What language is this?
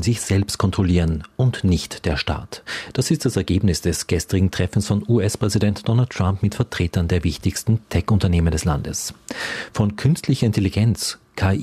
German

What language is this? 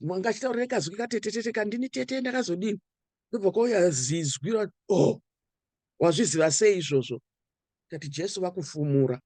Shona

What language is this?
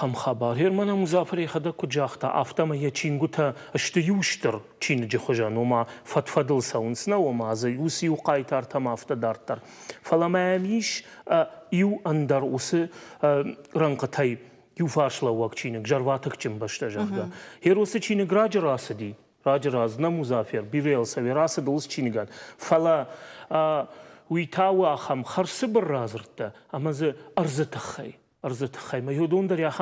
Ossetic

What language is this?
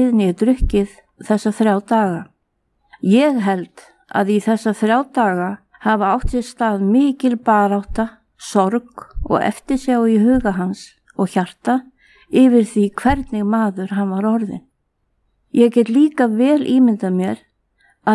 Icelandic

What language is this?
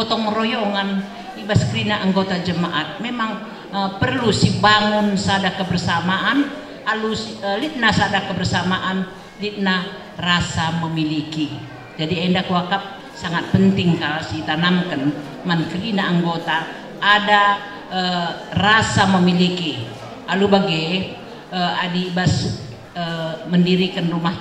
Batak Karo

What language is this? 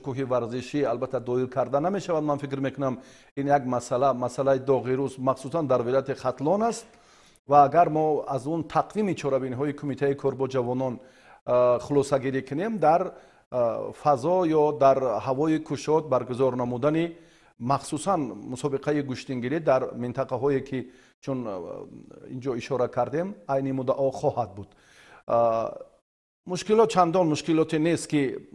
Tajik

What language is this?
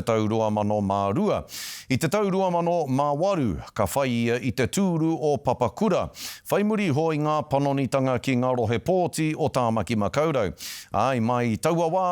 Māori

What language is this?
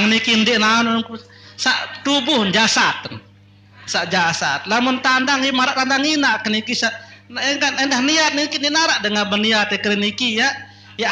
Sasak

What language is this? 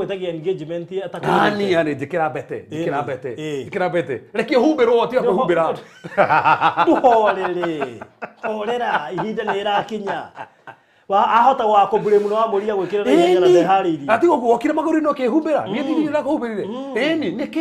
Kikuyu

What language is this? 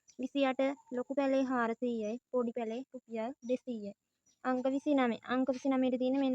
Sinhala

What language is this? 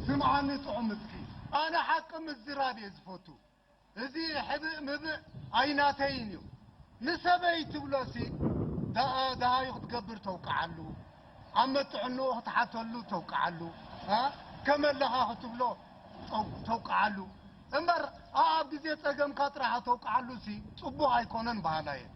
Tigrinya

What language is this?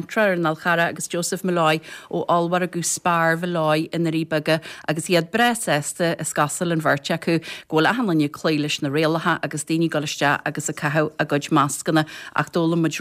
Irish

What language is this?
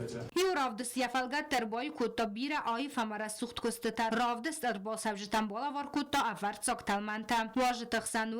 Ossetic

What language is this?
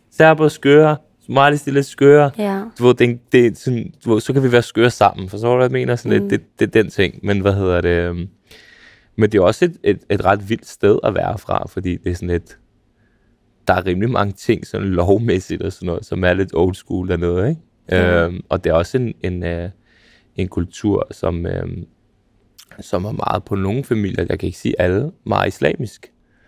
Danish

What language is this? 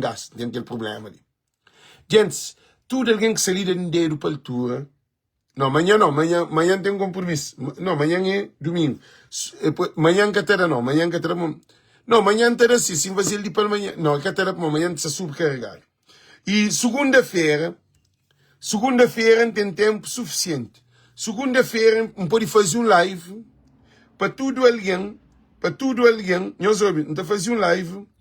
Kabuverdianu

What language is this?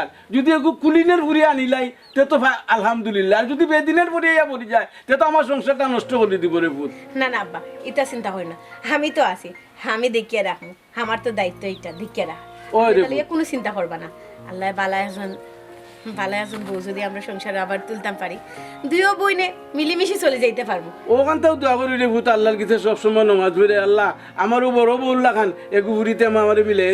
Sylheti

